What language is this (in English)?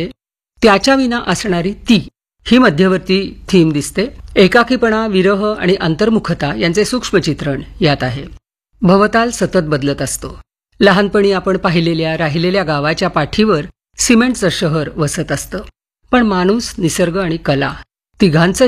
Marathi